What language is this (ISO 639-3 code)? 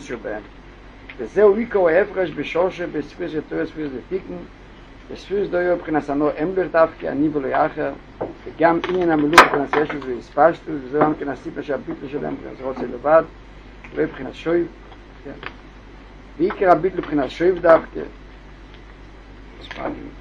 heb